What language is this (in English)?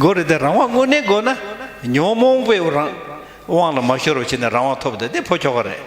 Tibetan